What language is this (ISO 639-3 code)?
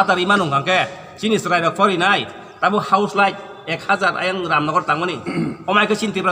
trp